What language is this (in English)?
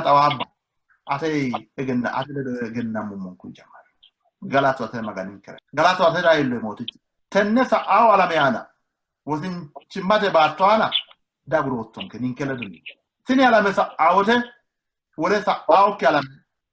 Sidamo